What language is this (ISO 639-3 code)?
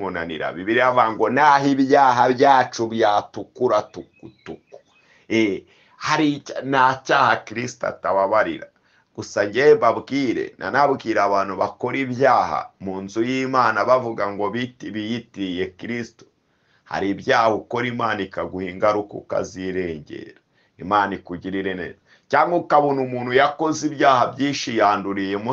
kin